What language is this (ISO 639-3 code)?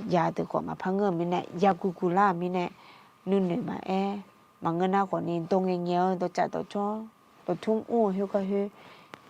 ahk